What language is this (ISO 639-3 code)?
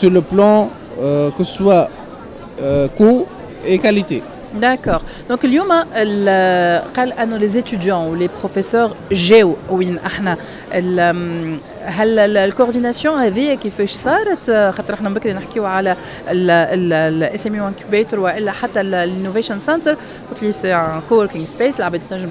aeb